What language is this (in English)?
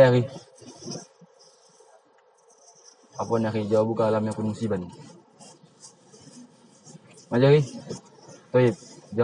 Malay